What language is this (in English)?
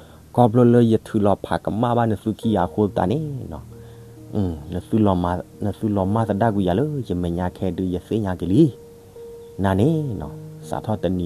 S'gaw Karen